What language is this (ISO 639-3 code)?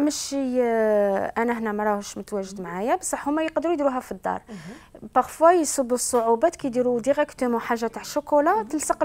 arq